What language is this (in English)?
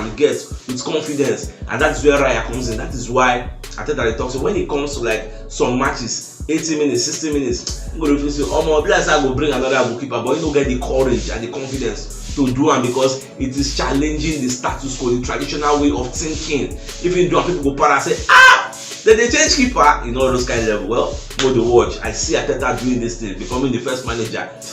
Nigerian Pidgin